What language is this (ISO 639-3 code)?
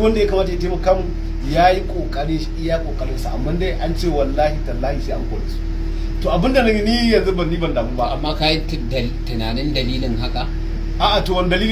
hau